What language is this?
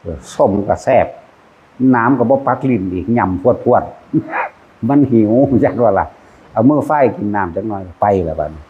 Northeastern Thai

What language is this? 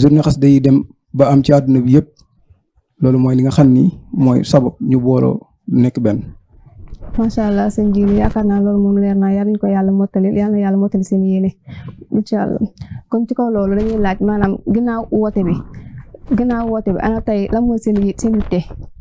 Wolof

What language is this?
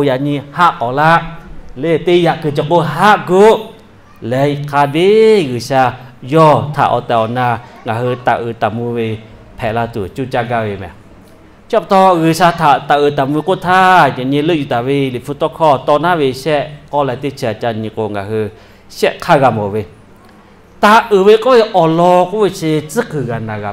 Lahu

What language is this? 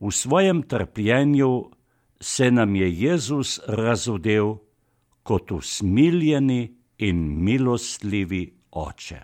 Slovenian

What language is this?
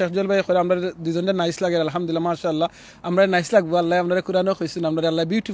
Sylheti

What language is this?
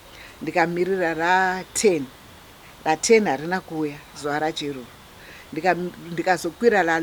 Shona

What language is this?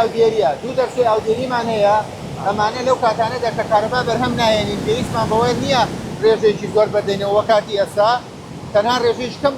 Central Kurdish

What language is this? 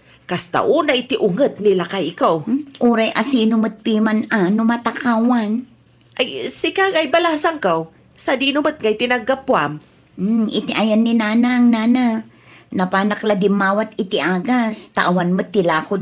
Iloko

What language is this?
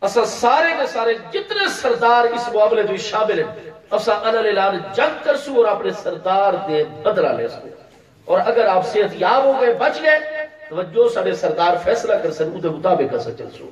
Saraiki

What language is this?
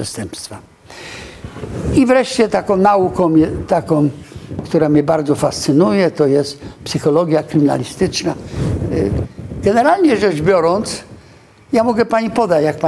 Polish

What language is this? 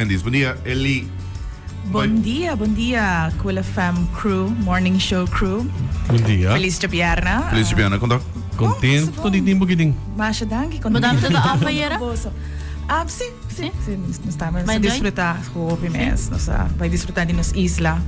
Papiamento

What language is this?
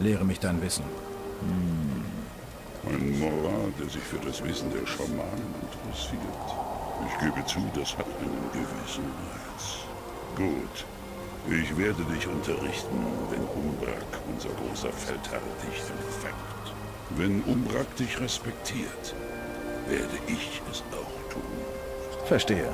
Bavarian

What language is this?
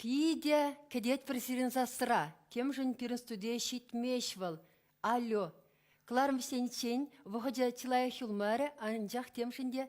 Chuvash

